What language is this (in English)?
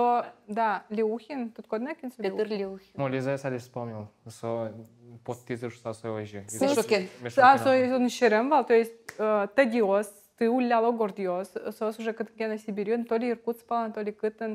Udmurt